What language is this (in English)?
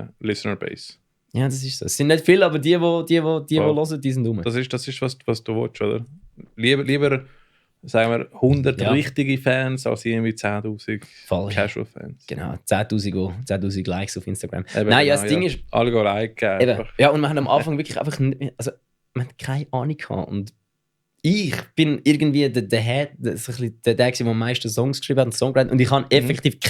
Swiss German